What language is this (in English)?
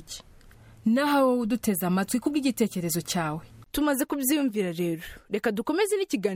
Kinyarwanda